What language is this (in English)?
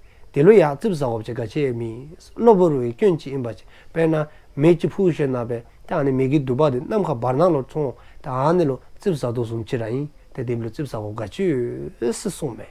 Dzongkha